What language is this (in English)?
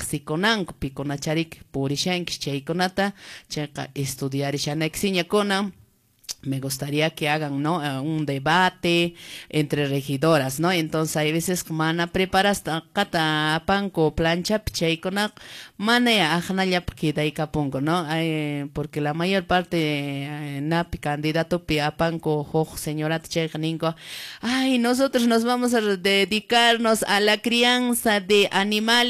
Quechua